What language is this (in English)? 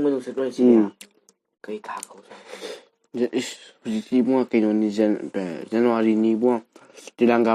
Manipuri